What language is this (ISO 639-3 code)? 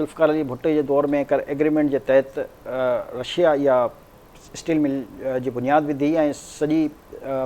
snd